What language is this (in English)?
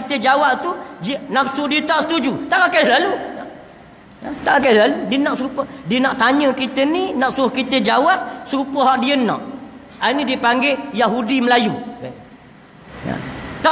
Malay